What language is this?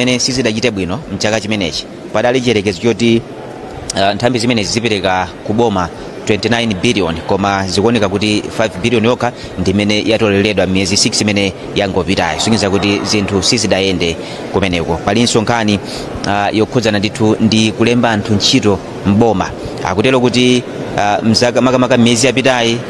Nyanja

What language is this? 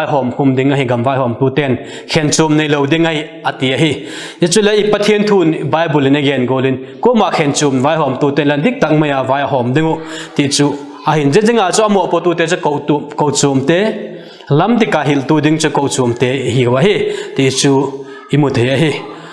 Vaiphei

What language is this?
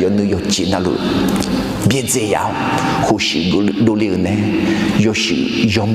Akha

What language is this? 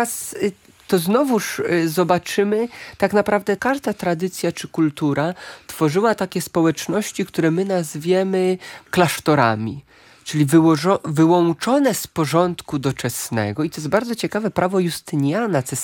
Polish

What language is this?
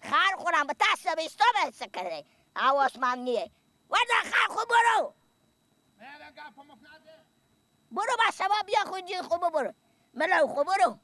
Persian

